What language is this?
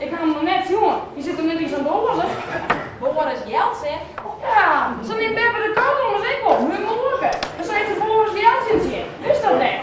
Western Frisian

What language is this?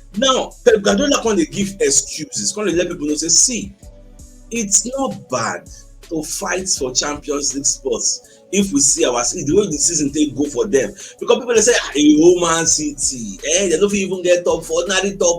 Nigerian Pidgin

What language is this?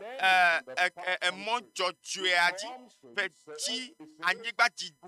Ewe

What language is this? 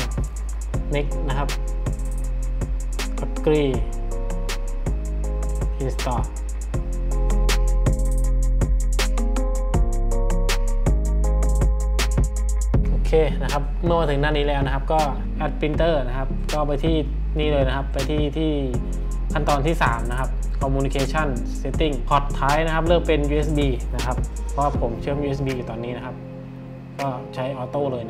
Thai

